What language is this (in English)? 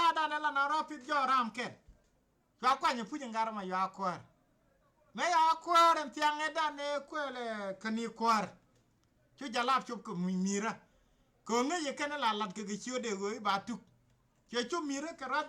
Nuer